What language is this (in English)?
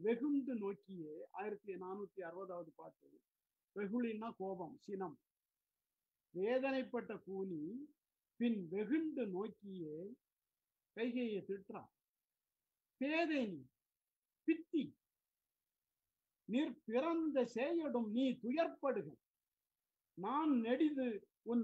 Tamil